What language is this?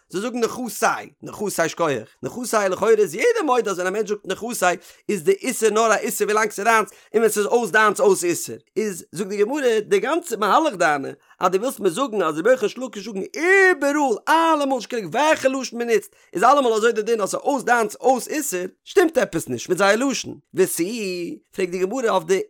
Yiddish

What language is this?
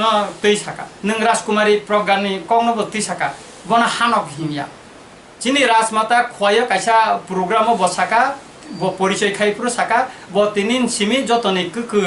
Kok Borok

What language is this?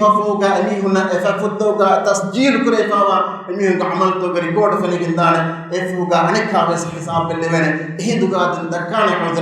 Divehi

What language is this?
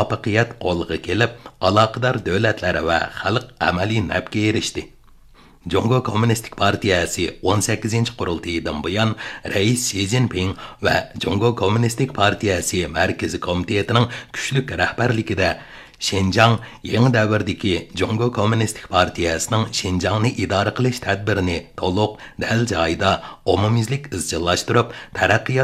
Uyghur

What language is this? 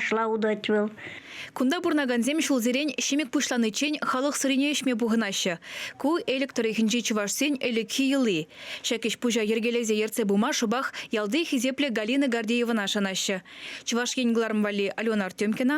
Chuvash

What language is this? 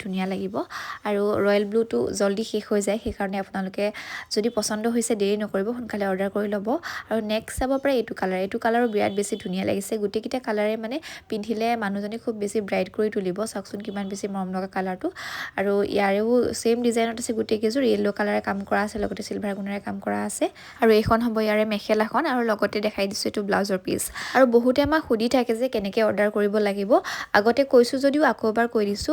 Assamese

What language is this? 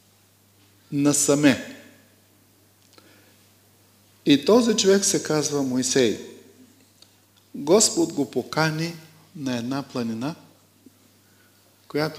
Bulgarian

